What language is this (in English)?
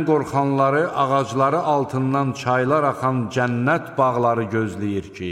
Azerbaijani